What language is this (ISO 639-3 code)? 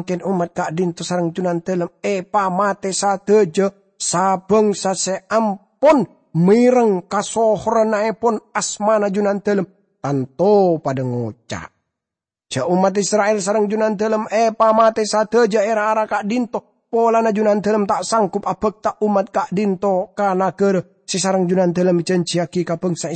mad